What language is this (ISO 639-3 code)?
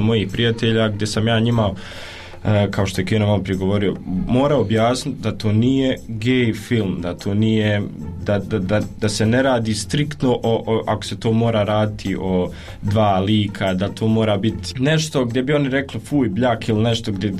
hrv